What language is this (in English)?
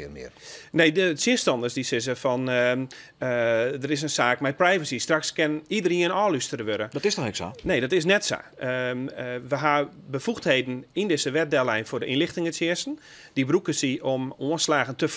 Western Frisian